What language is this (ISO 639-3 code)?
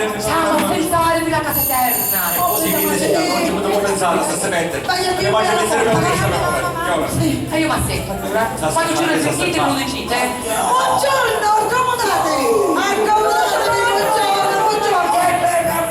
scn